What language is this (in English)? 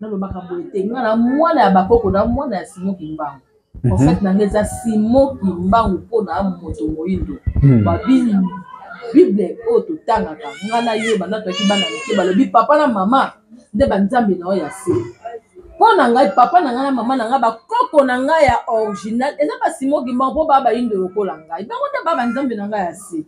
Lingala